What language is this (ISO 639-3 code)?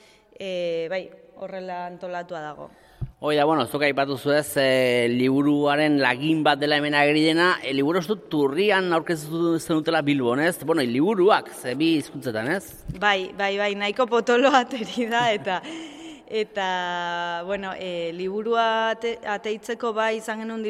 eus